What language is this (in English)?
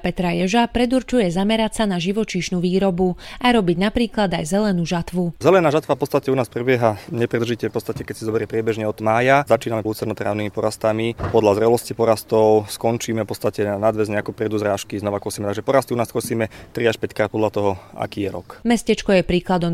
Slovak